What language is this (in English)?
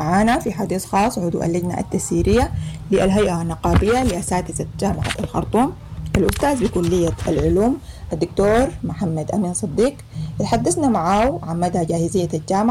Sudanese Arabic